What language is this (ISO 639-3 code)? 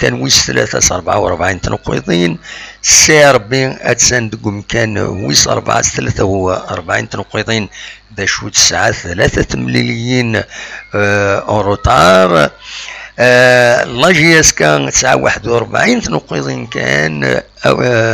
kab